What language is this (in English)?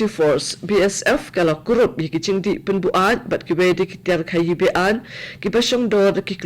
Khasi